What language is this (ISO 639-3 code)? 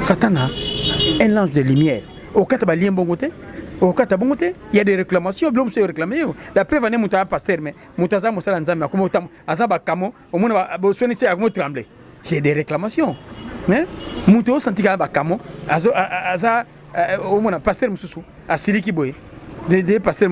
lin